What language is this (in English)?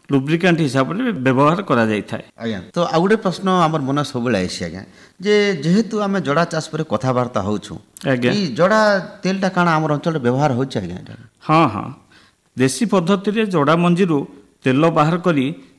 Odia